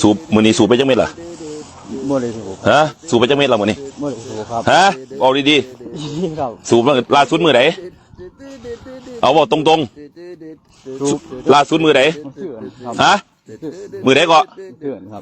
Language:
Northeastern Thai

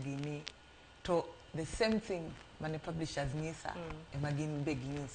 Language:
Luo (Kenya and Tanzania)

